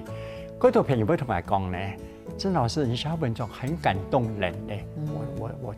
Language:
Hakka Chinese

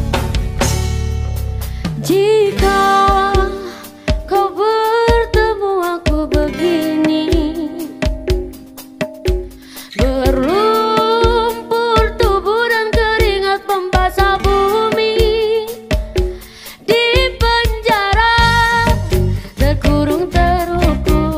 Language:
Indonesian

